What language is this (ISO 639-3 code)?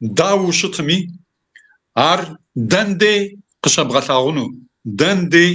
kbd